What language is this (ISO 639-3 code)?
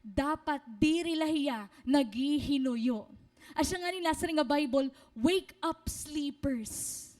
war